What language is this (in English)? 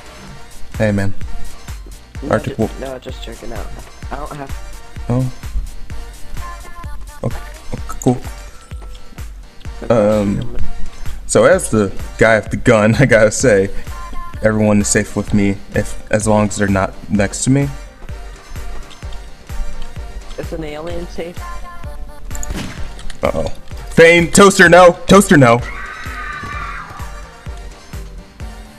English